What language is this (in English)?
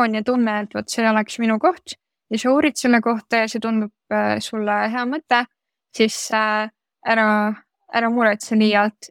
Estonian